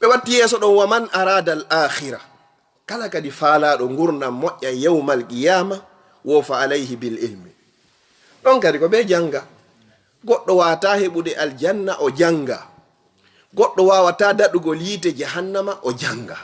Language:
Fula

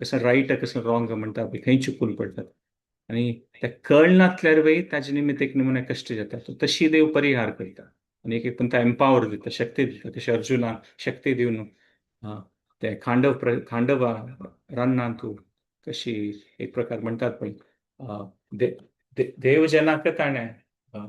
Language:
Konkani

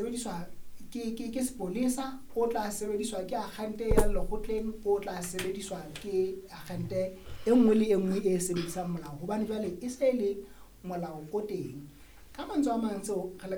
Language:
Southern Sotho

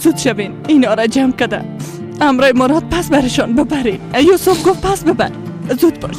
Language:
Persian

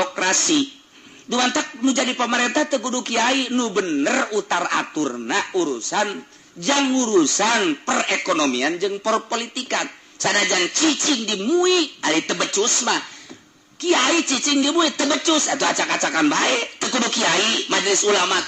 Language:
Sundanese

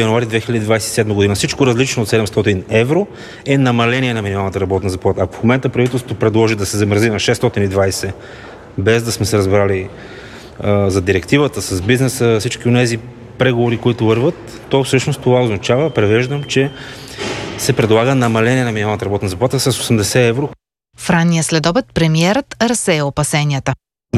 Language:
Bulgarian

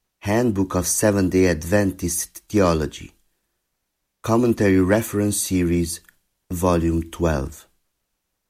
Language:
Romanian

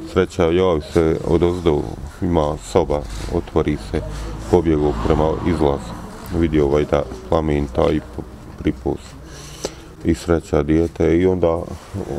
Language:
Bosnian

